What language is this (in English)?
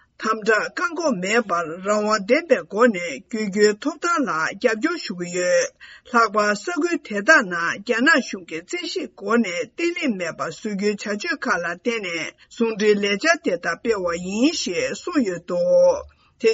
Tibetan